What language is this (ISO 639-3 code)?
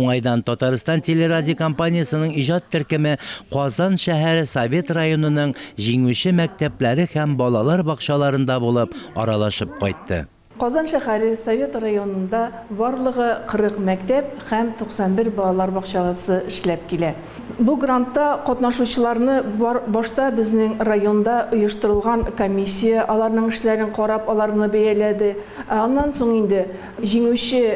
tat